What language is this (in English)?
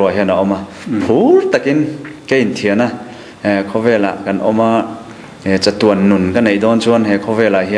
Mizo